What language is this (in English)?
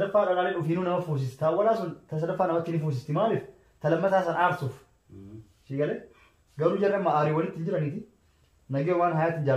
Oromo